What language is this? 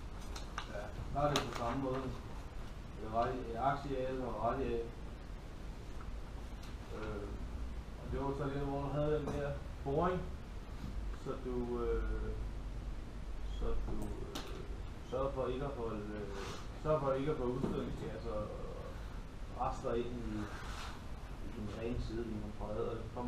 Danish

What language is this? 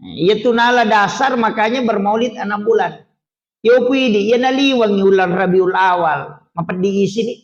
Buginese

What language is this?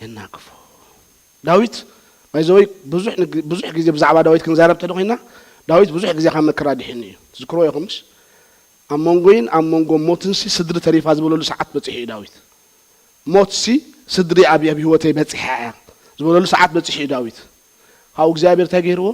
Tigrinya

